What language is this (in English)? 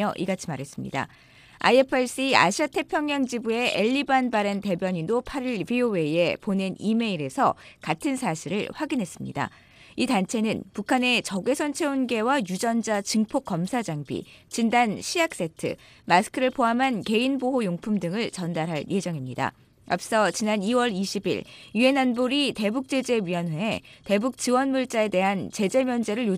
Korean